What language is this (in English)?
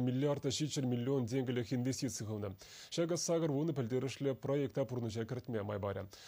Chuvash